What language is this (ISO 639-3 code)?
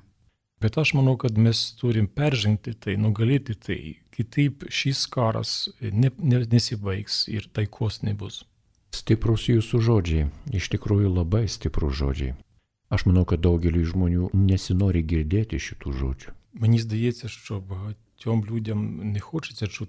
lit